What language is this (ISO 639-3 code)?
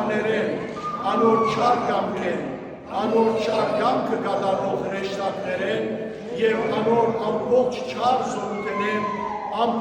hyw